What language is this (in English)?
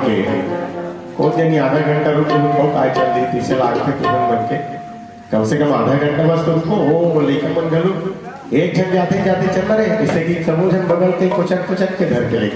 Chhattisgarhi